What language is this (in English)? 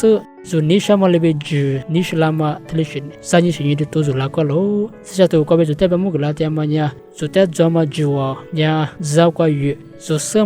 Lisu